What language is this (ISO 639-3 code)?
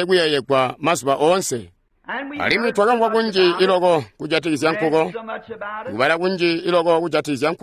toi